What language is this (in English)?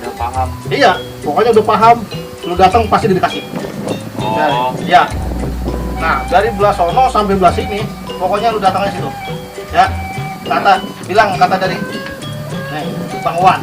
Betawi